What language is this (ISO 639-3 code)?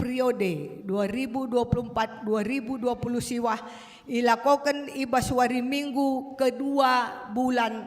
btx